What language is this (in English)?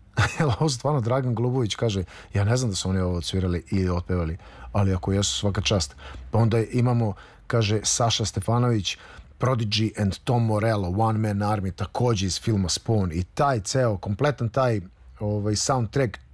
Serbian